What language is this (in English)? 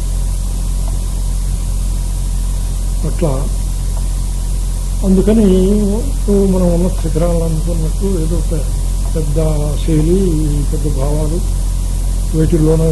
Telugu